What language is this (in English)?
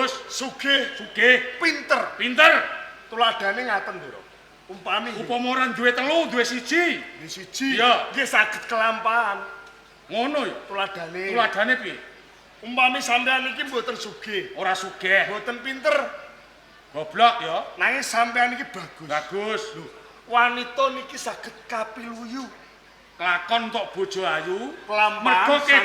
Javanese